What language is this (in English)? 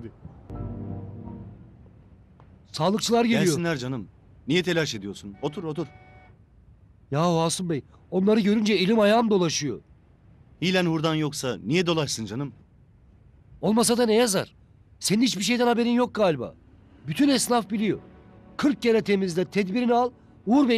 Turkish